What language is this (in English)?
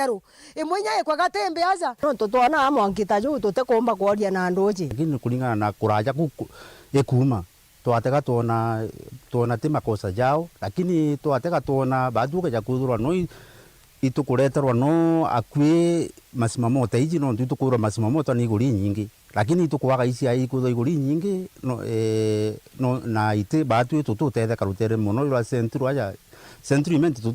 Meru